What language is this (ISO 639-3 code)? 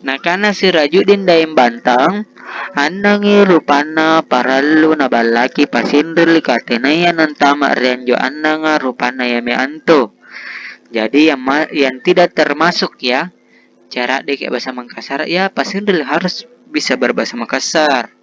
mak